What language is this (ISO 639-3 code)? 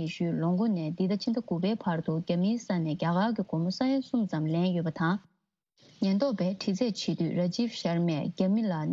bod